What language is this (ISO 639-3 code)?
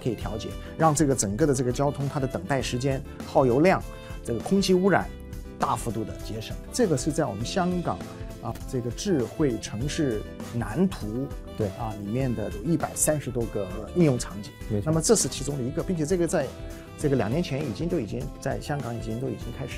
zho